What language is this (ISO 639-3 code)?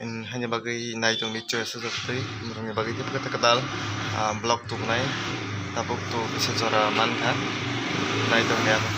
trp